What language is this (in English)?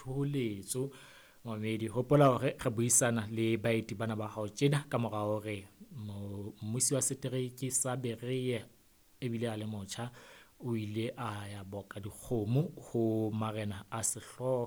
Southern Sotho